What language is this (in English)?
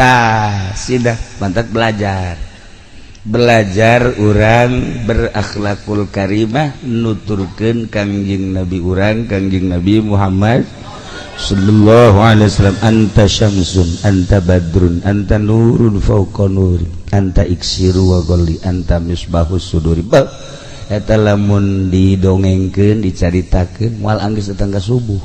Sundanese